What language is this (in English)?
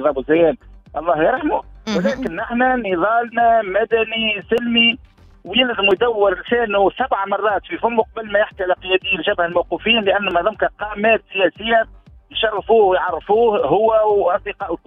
Tunisian Arabic